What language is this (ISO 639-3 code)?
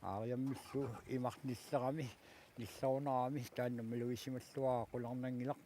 kal